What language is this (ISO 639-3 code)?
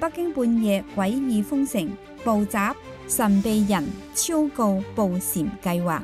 yue